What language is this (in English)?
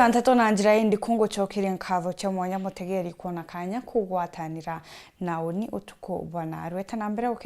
Meru